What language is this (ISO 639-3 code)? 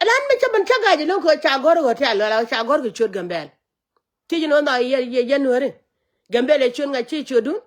nus